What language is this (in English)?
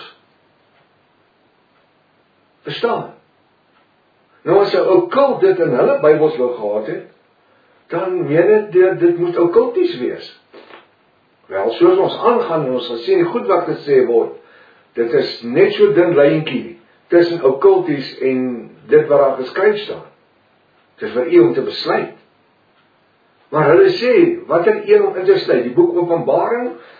Afrikaans